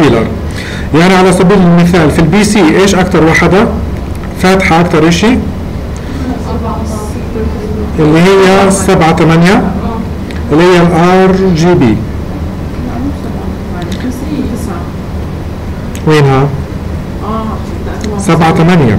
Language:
Arabic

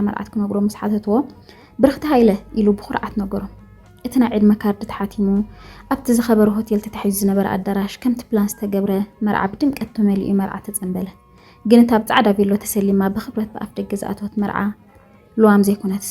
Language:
Tigrinya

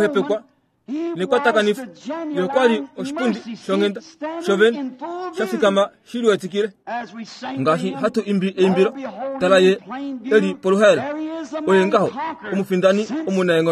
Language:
Kuanyama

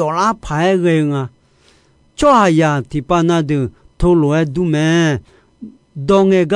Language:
Akha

